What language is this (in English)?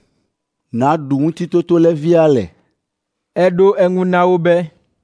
Ewe